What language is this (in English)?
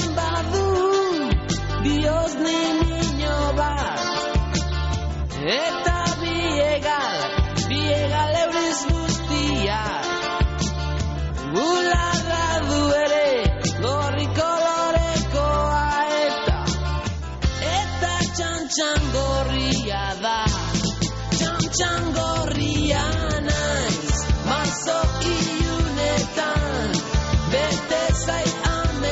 Basque